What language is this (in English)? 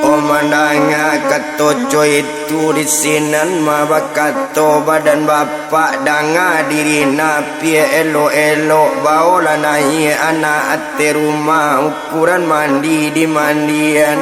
Minangkabau